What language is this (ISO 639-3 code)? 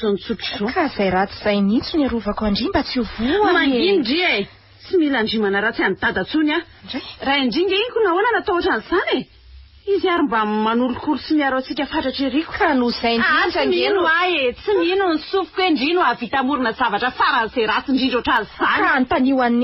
mlg